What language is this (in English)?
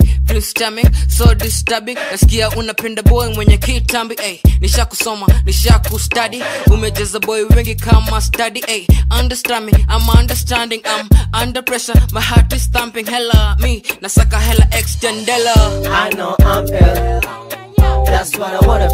Swahili